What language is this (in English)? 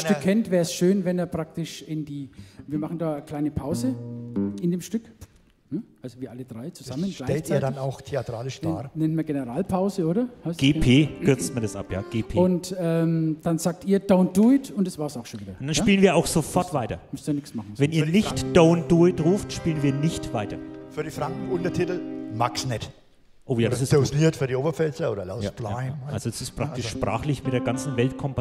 German